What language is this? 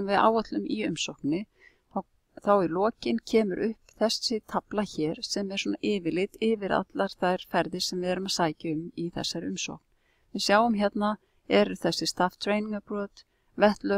Icelandic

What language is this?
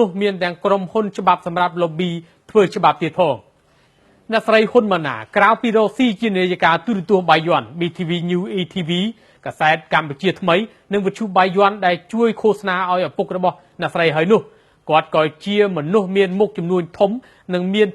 Khmer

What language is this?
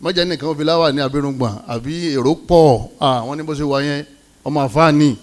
Yoruba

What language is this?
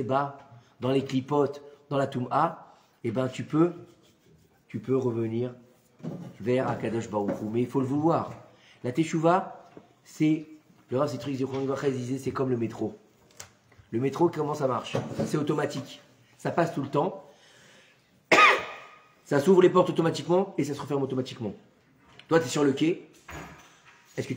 French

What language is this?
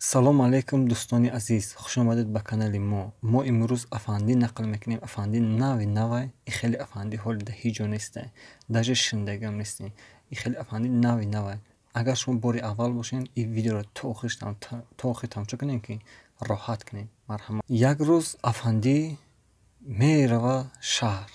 Tajik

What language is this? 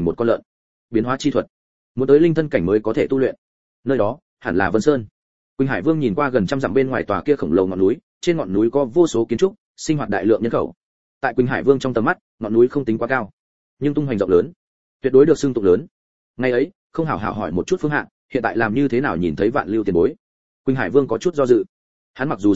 Vietnamese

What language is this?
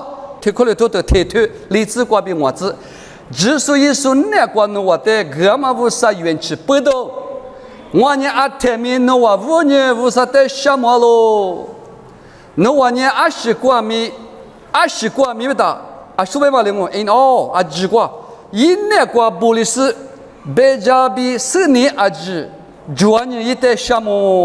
Lisu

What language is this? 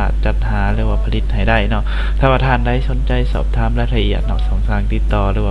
Lao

